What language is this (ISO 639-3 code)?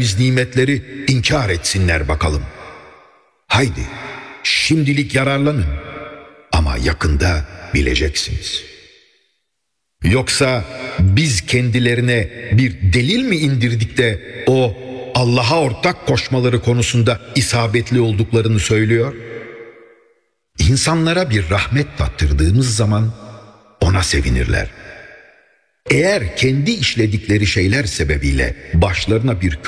tur